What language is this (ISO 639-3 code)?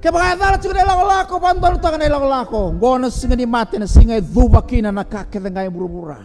fij